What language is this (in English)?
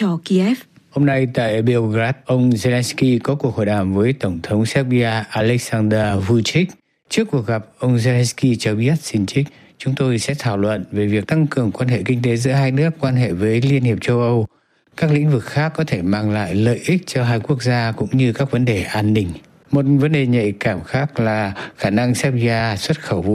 Vietnamese